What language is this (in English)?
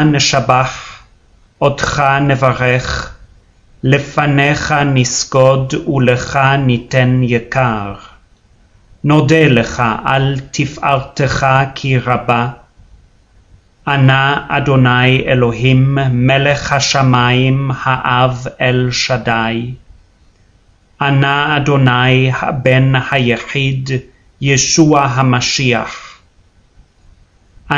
Hebrew